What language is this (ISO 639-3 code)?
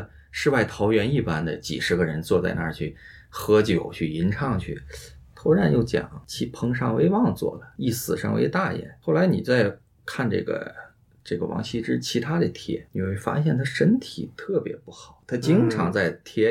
zho